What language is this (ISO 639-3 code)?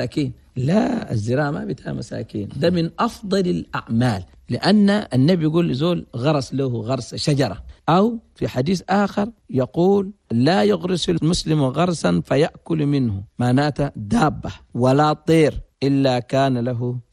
shu